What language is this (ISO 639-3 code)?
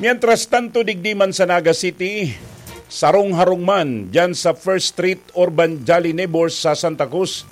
bik